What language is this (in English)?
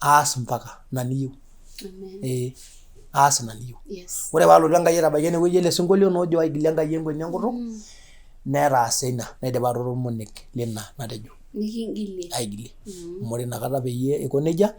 Masai